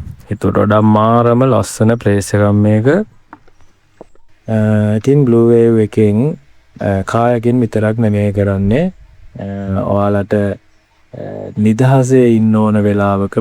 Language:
Sinhala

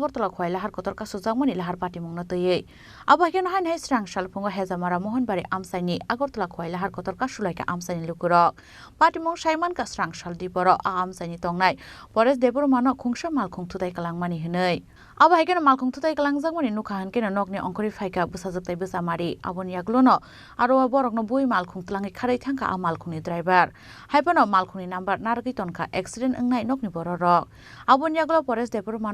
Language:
Kok Borok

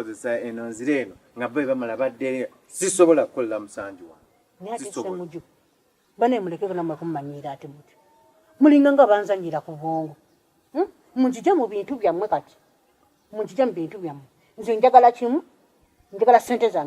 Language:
Ganda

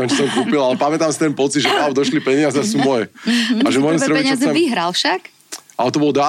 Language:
Slovak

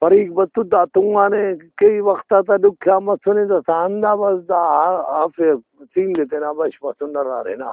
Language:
Brahui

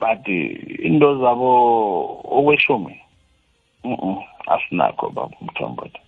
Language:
South Ndebele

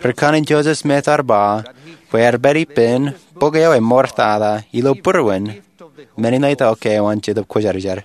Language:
Marshallese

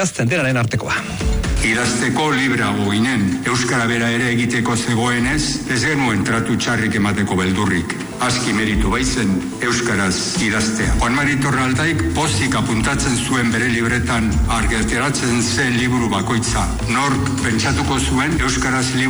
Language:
Basque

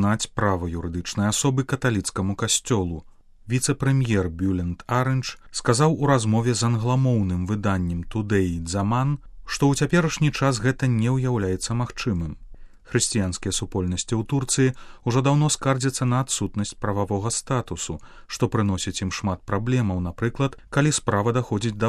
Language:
Belarusian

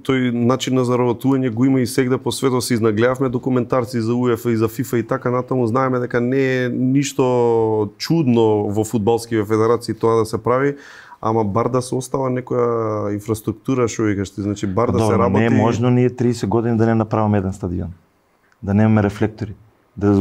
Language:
Macedonian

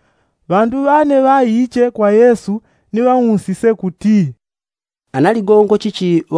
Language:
Yao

